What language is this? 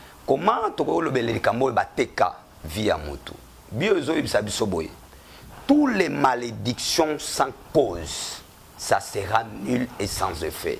Lingala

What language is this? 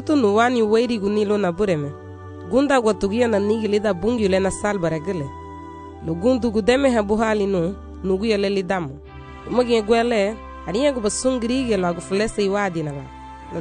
Garifuna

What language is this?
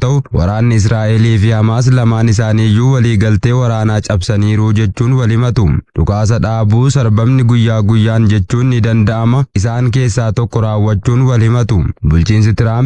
Oromo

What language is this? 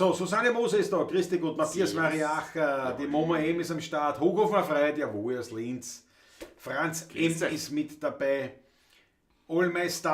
Bavarian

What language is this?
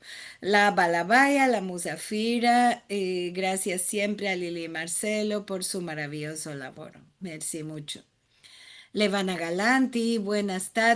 Ladino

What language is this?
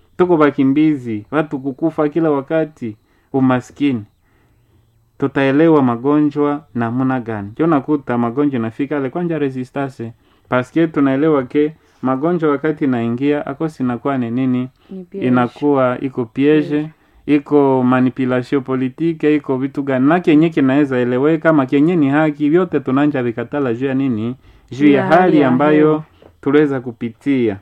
Swahili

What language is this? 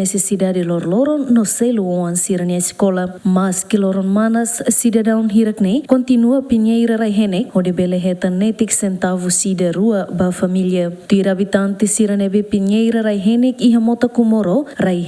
Tetum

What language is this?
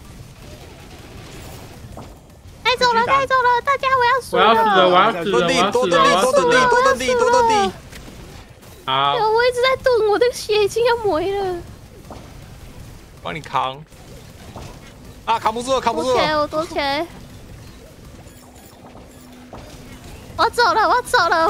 Chinese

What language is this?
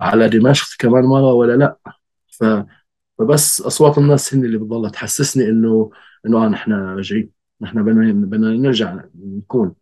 North Levantine Arabic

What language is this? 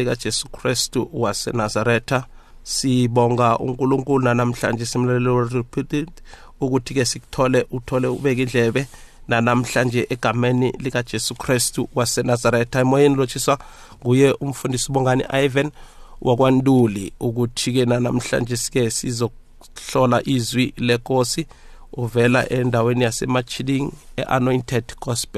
South Ndebele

